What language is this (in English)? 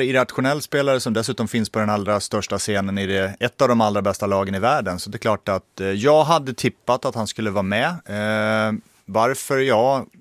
Swedish